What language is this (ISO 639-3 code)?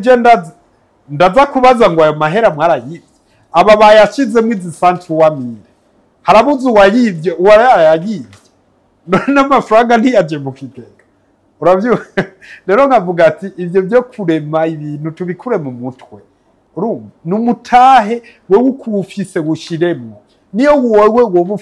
run